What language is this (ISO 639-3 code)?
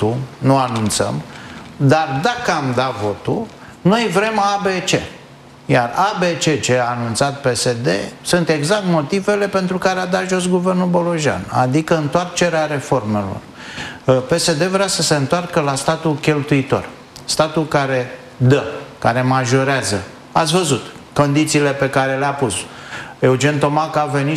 ron